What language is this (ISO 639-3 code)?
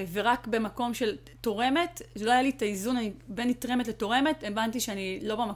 heb